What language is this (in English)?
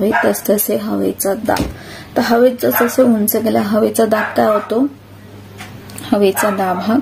Marathi